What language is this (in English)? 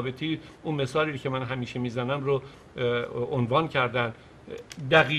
Persian